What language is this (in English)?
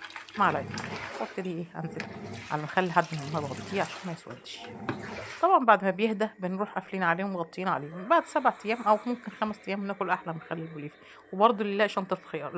Egyptian Arabic